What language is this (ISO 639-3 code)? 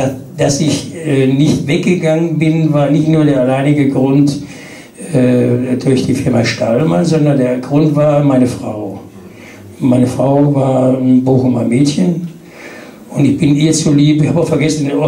deu